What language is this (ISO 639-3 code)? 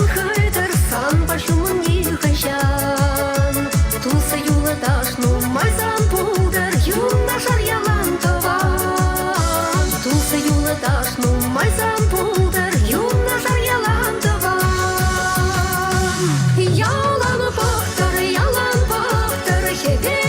chv